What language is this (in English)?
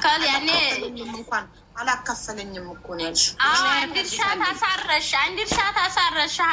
Amharic